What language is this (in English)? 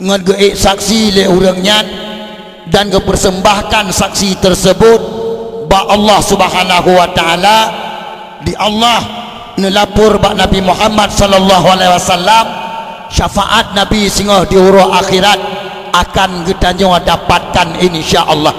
Achinese